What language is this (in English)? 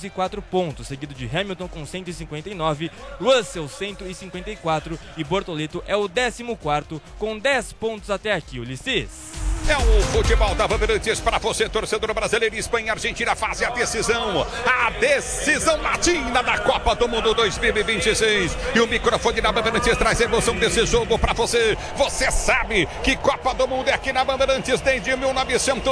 Portuguese